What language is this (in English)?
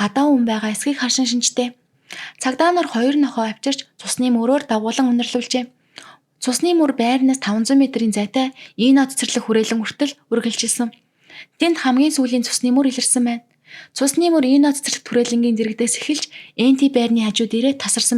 Mongolian